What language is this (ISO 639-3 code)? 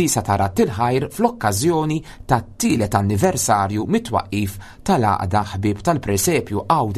mlt